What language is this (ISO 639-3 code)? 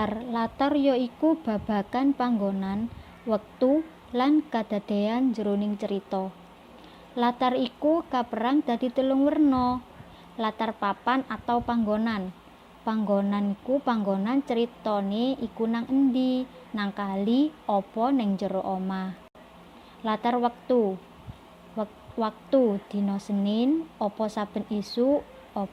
jav